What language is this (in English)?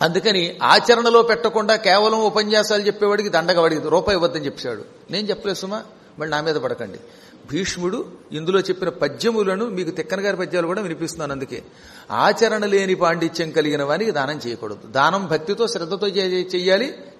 Telugu